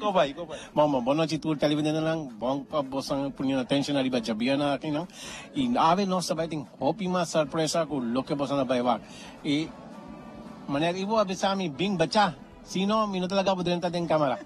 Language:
Papiamento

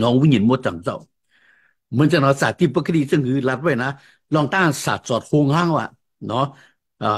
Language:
Shan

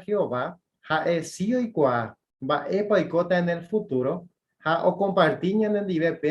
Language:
Guarani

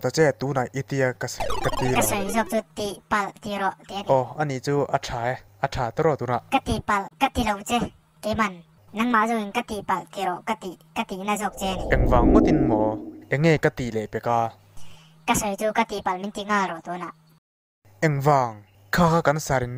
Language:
Mizo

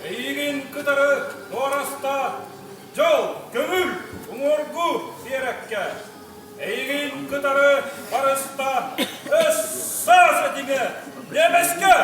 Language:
Yakut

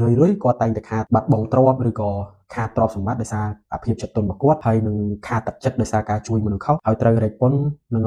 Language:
Khmer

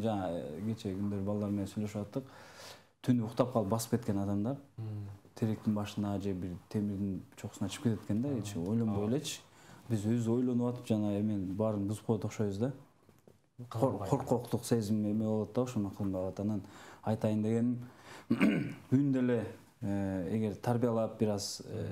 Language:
Kyrgyz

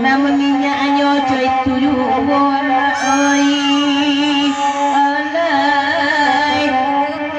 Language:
Minangkabau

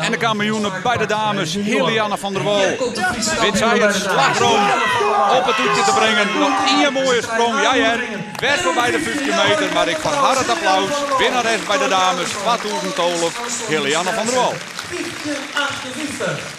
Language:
Western Frisian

